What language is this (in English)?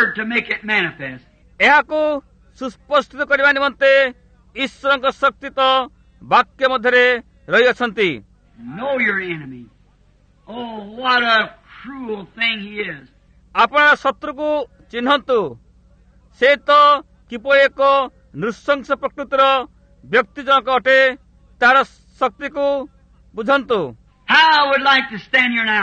Odia